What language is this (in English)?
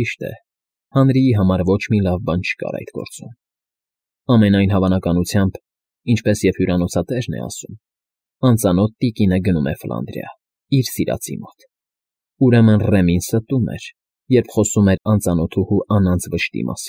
Armenian